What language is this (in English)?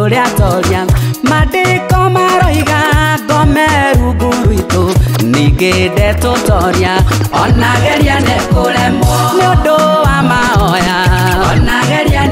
Kikuyu